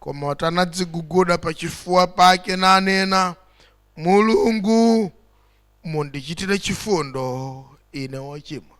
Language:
Nyanja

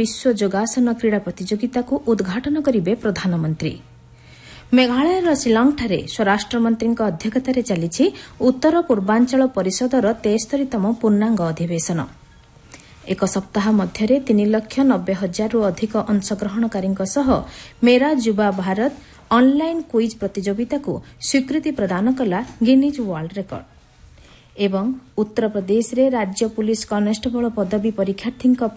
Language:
Odia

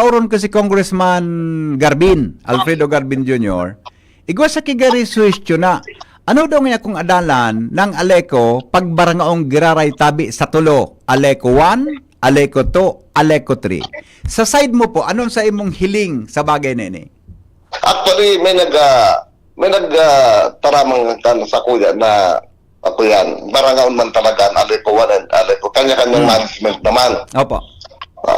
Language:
Bikol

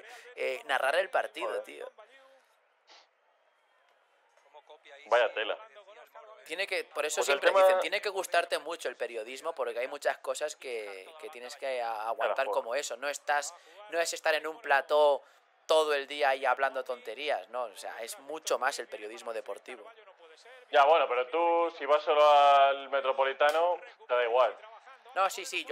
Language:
Spanish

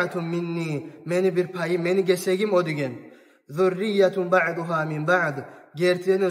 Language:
Kumyk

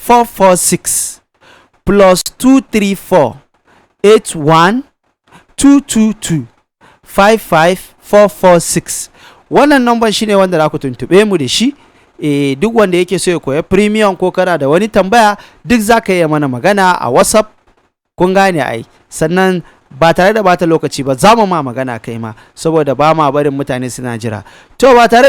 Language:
Hausa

